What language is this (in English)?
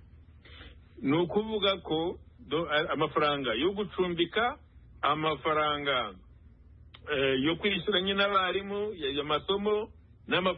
Kinyarwanda